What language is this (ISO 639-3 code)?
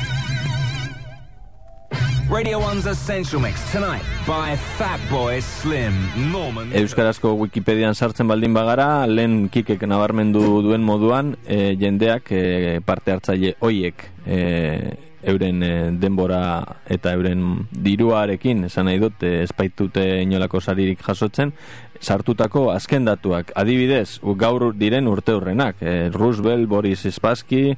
eus